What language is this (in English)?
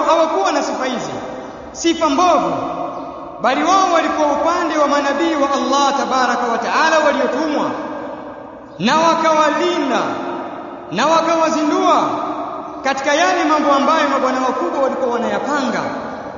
Swahili